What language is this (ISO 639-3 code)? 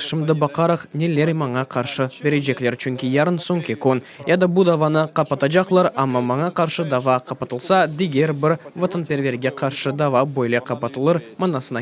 crh